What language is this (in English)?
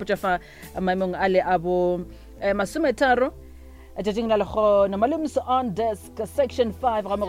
Northern Sotho